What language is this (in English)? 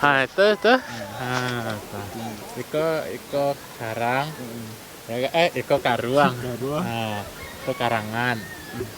Minangkabau